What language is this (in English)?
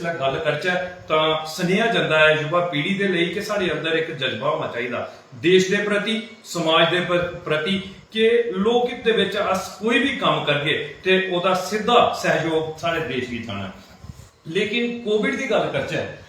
Dogri